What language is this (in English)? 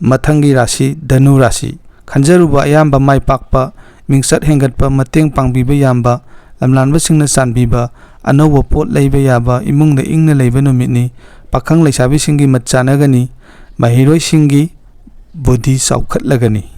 Manipuri